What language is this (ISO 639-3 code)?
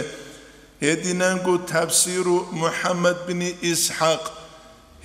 ava